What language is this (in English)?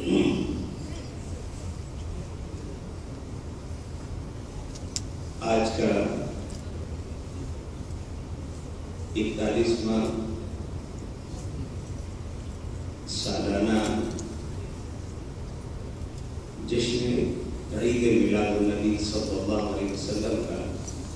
Urdu